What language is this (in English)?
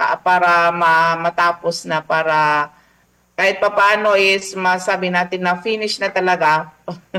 Filipino